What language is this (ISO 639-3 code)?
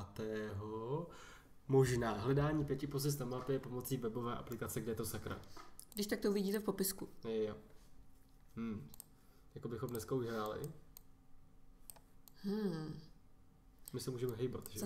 ces